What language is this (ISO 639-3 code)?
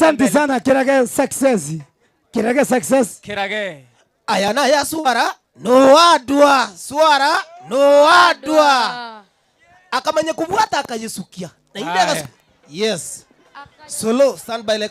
guz